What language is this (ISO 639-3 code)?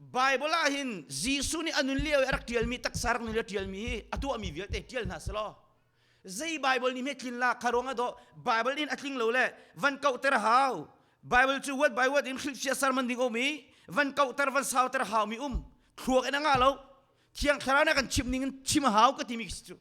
cnh